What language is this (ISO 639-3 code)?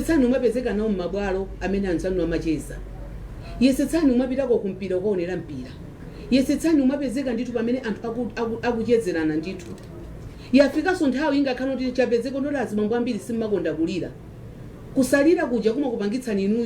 nya